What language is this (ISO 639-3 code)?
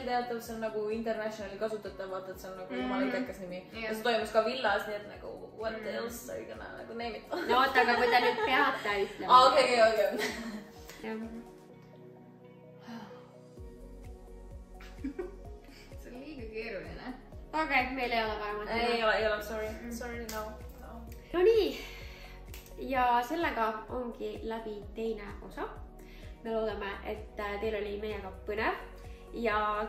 est